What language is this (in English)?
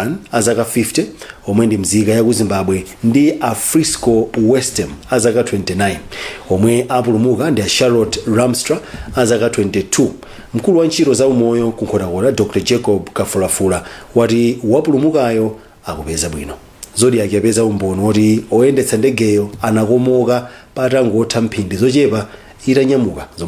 Nyanja